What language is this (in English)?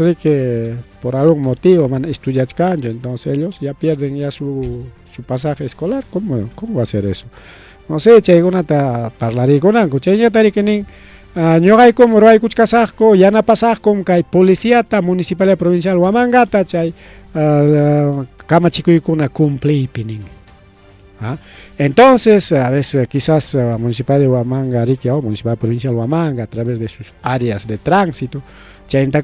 Ayacucho Quechua